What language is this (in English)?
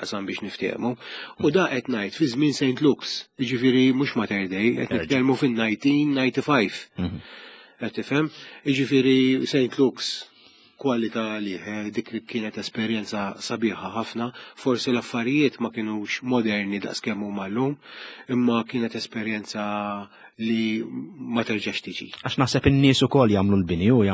Maltese